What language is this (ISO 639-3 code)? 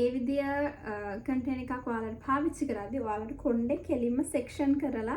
sin